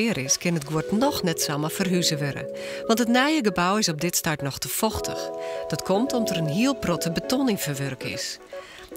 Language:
Western Frisian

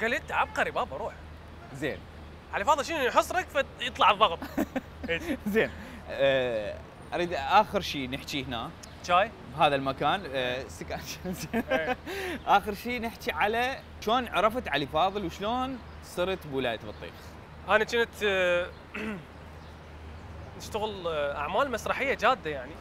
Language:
Mesopotamian Arabic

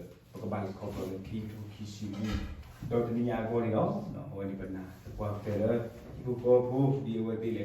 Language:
S'gaw Karen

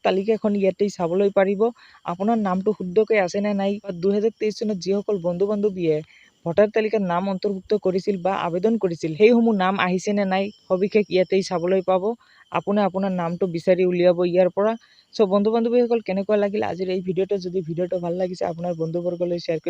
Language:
Assamese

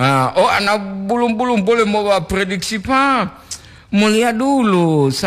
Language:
Gorontalo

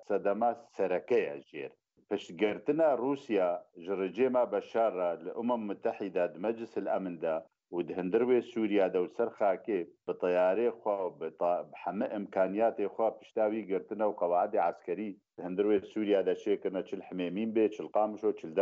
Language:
Kurdish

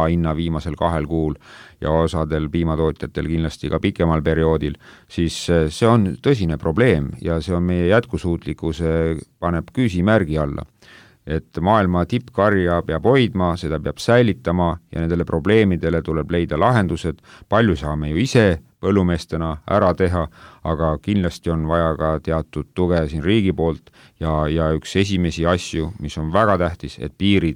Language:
Estonian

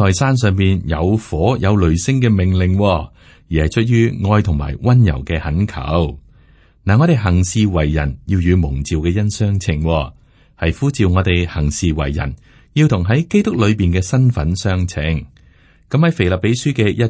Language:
Cantonese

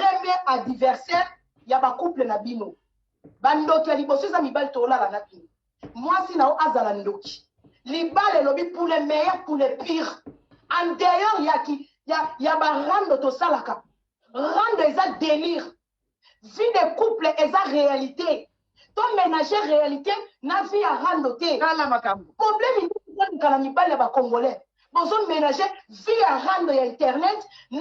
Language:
Lingala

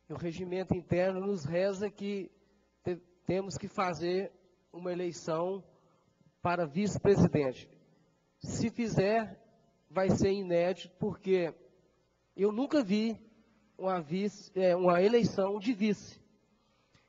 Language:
Portuguese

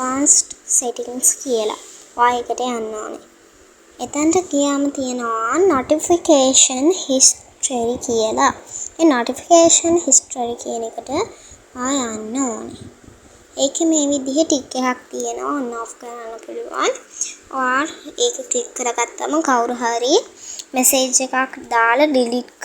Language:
Sinhala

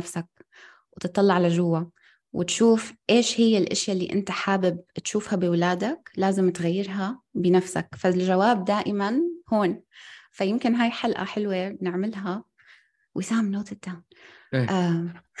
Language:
North Levantine Arabic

